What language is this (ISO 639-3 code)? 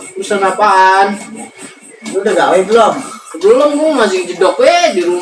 bew